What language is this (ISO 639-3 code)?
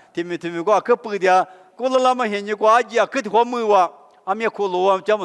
lis